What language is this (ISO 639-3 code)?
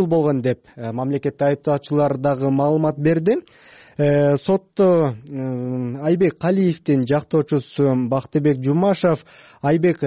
kir